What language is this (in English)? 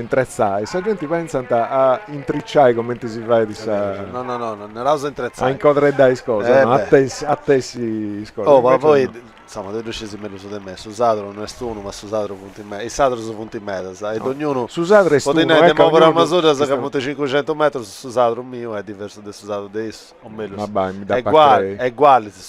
Sardinian